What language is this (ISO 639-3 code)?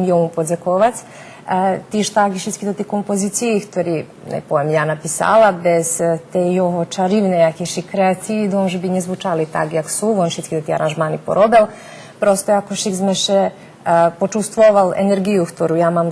rue